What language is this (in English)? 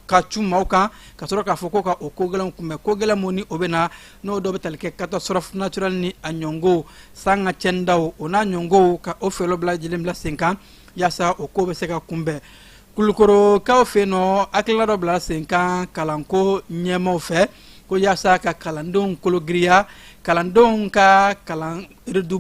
Bambara